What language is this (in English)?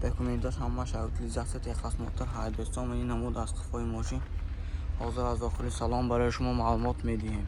Tajik